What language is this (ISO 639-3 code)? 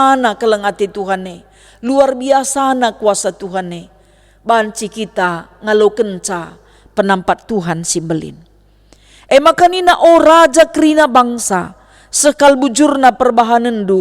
btx